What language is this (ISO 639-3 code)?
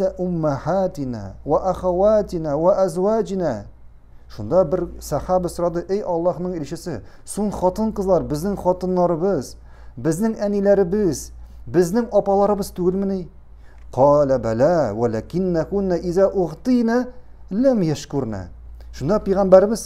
tat